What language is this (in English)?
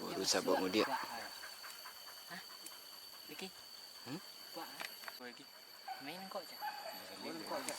Minangkabau